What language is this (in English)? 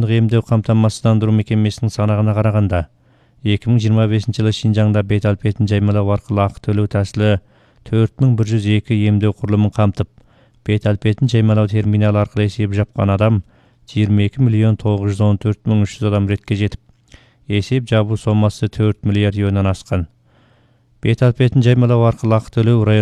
Kyrgyz